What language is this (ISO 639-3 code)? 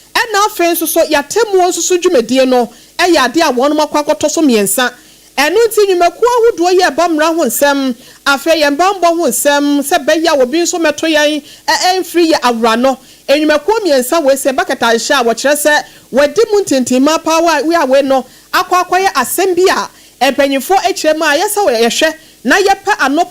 aka